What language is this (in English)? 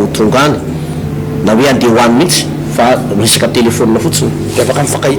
Malagasy